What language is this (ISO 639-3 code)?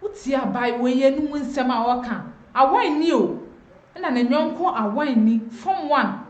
aka